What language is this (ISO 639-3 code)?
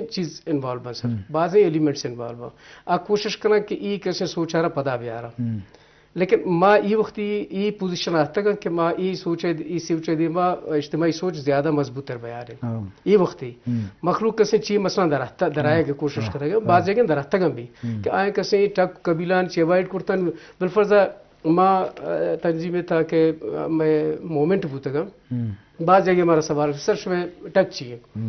bgp